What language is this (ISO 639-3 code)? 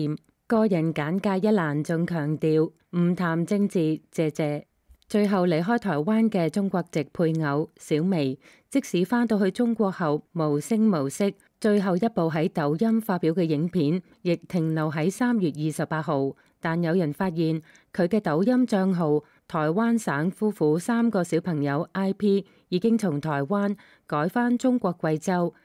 yue